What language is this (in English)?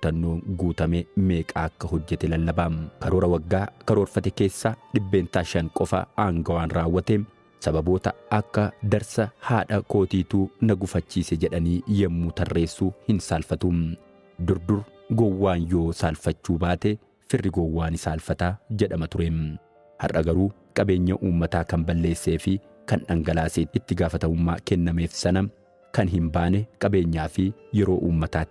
Oromo